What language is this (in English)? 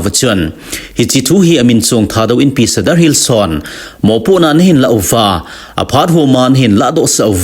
Thado Chin